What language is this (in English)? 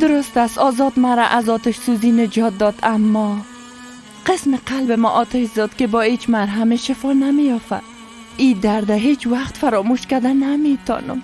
Persian